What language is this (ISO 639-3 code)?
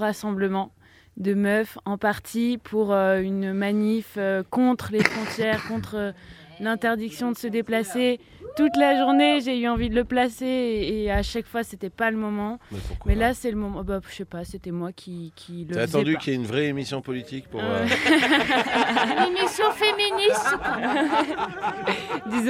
fra